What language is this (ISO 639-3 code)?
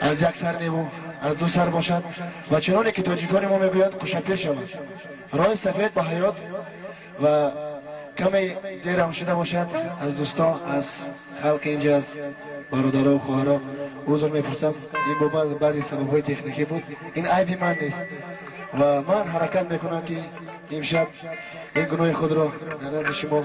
tgk